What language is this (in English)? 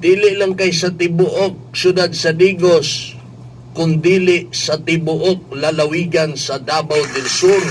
Cebuano